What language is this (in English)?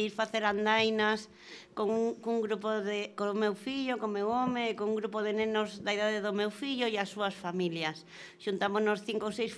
Galician